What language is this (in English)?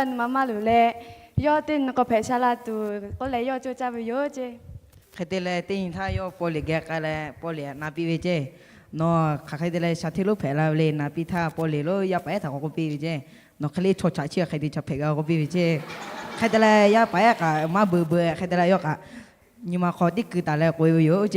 Lahu